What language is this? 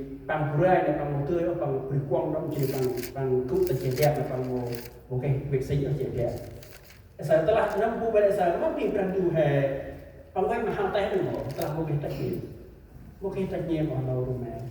Central Mnong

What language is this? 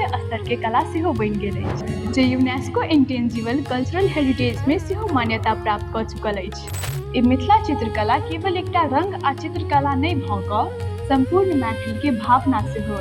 Maithili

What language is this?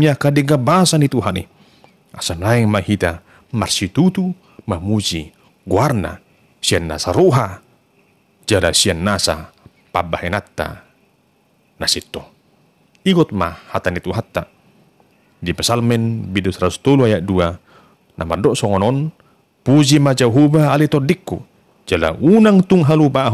Batak Toba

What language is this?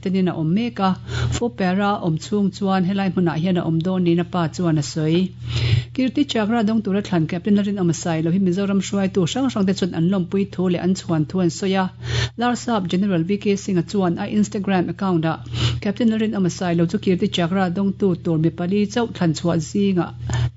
Mizo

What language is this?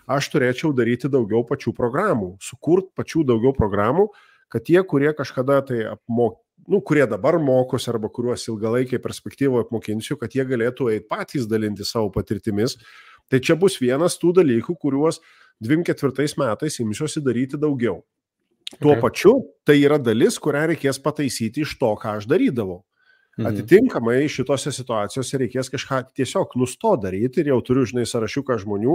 Lithuanian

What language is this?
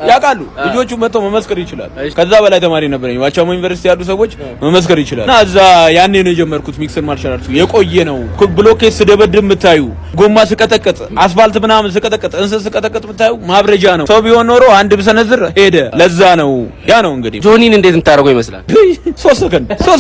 Amharic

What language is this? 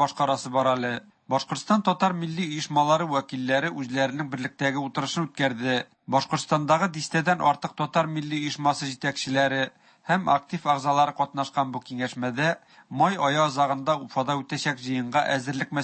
Tatar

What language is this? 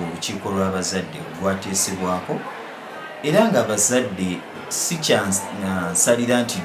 Ganda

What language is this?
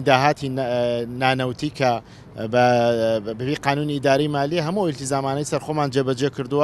Central Kurdish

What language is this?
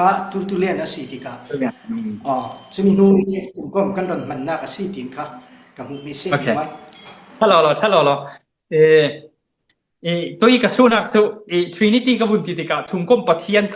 Falam Chin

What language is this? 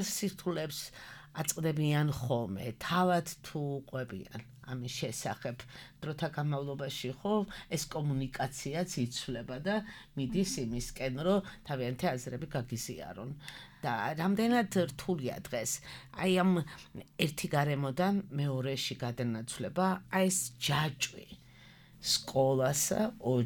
Georgian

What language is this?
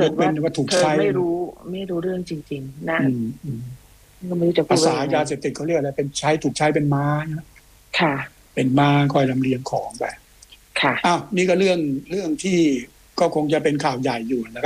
Thai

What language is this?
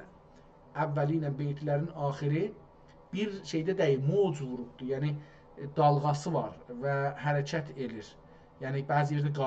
South Azerbaijani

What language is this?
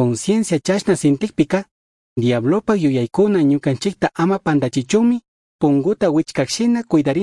Chimborazo Highland Quichua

